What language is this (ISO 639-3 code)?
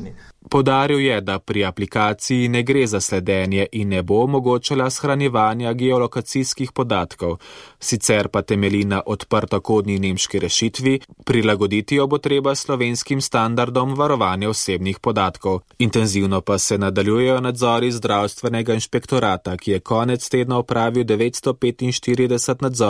slv